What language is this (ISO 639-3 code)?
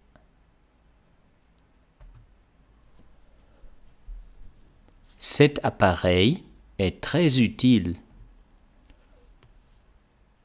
fra